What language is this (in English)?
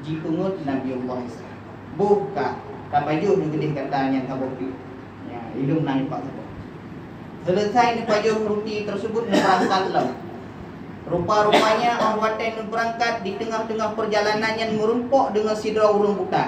Achinese